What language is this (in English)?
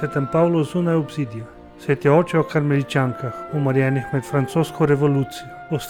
Slovenian